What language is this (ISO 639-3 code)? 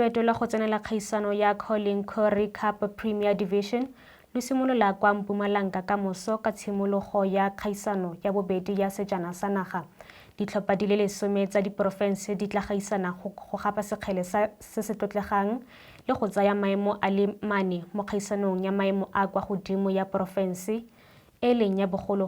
tsn